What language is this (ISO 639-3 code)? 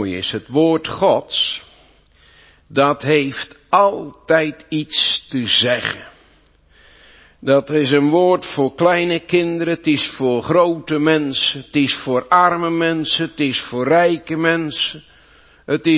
nld